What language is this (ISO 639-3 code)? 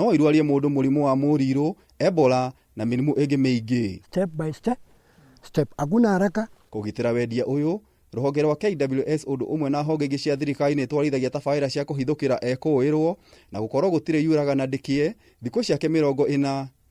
kik